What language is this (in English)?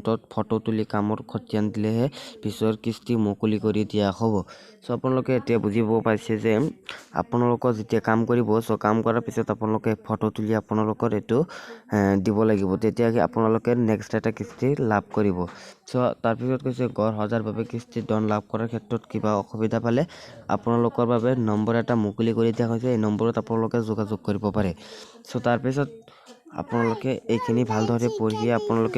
Assamese